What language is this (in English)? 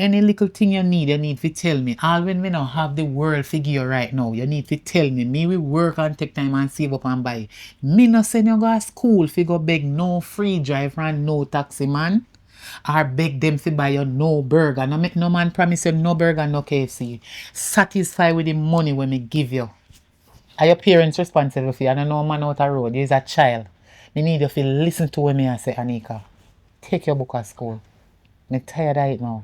Jamaican Creole English